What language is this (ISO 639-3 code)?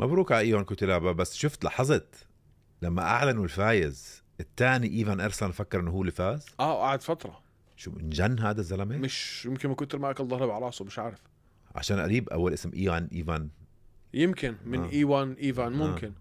apc